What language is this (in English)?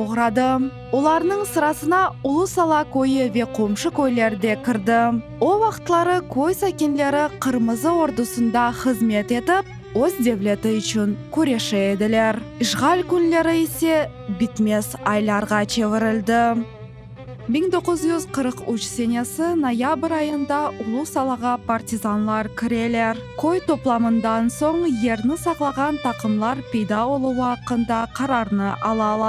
Crimean Tatar